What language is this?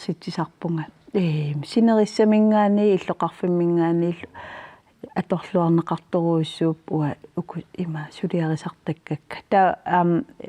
Kalaallisut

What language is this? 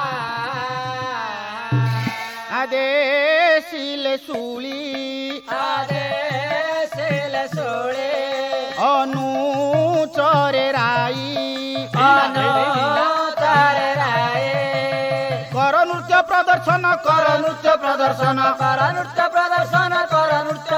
Odia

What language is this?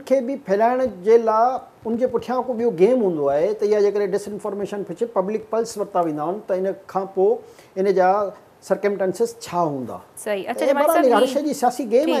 Sindhi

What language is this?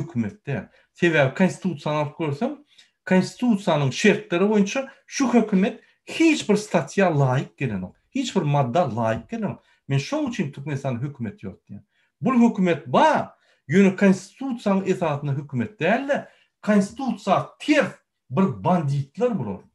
Turkmen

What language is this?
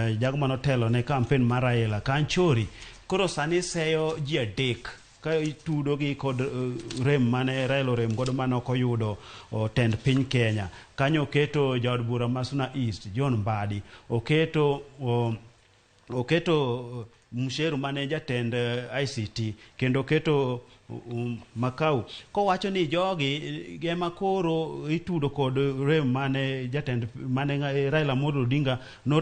Luo (Kenya and Tanzania)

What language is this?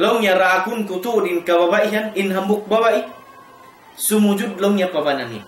Tausug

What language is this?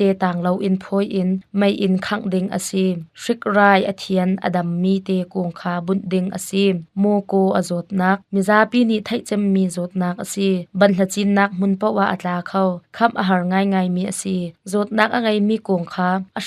Hakha Chin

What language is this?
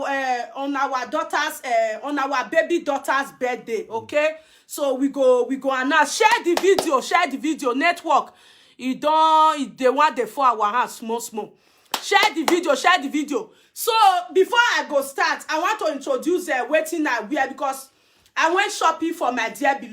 Nigerian Pidgin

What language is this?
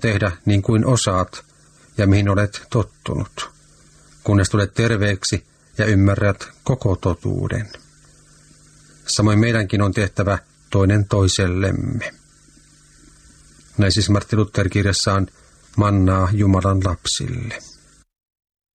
Finnish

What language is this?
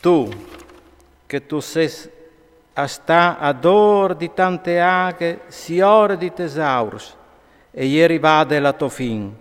Friulian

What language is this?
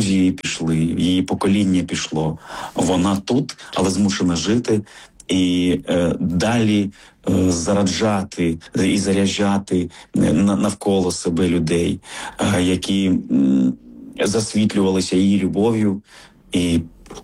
Ukrainian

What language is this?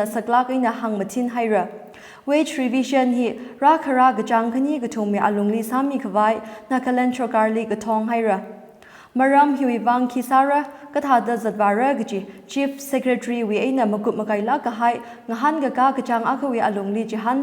Tangkhul Naga (India)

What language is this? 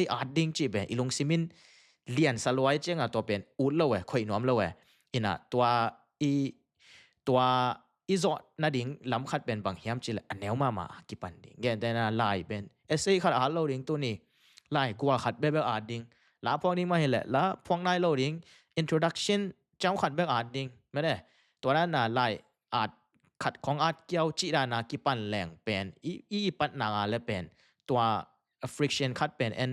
Tedim Chin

